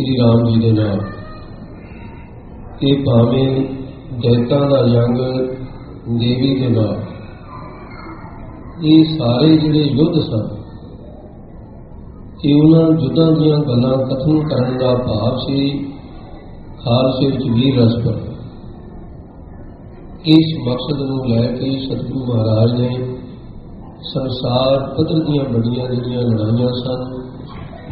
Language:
Punjabi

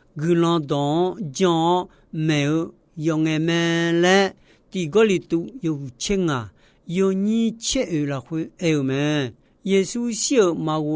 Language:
Akha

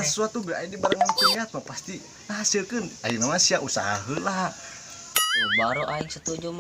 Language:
Sundanese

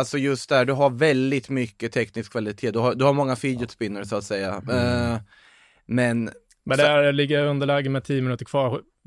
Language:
Swedish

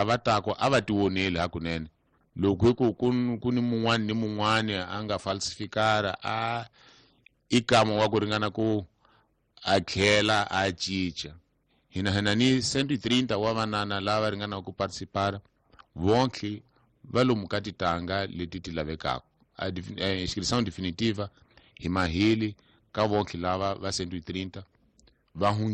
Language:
Tsonga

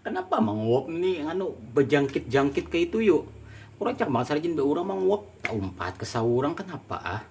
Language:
Banjar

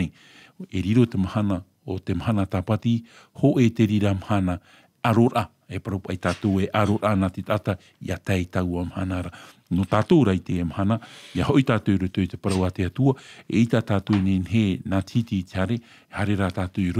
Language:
Tahitian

